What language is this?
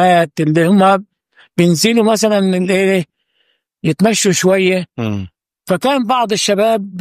Egyptian Arabic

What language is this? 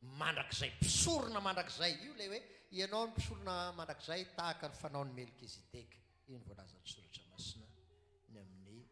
Malagasy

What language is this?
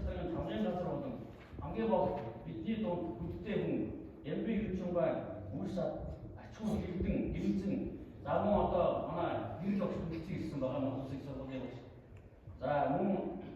Mongolian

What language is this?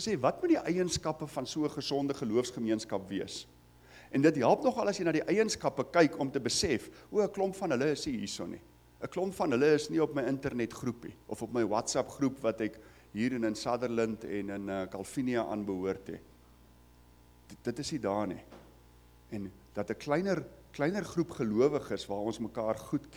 Afrikaans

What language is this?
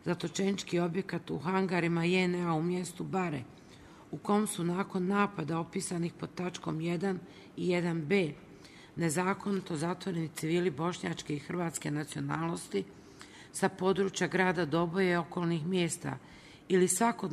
Serbian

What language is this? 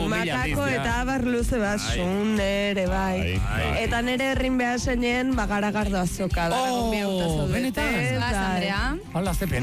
Basque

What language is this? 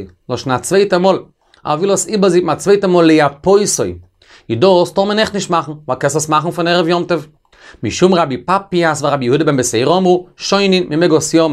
Yiddish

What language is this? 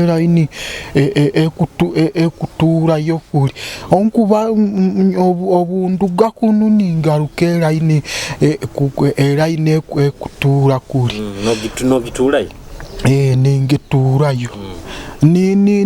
Nyoro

